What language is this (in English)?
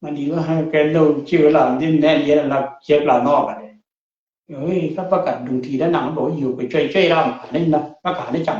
Nuer